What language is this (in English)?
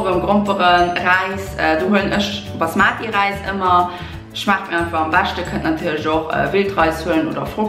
Luxembourgish